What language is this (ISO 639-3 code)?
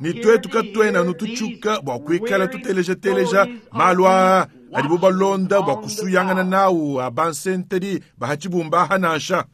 lua